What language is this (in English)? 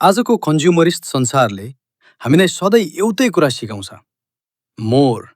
Nepali